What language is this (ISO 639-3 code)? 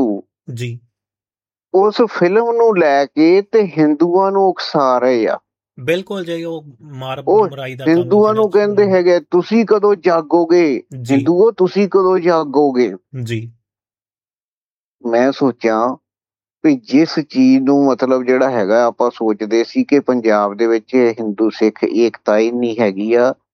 pan